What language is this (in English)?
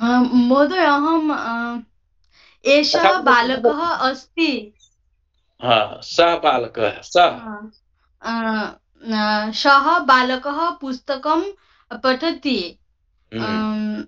Sanskrit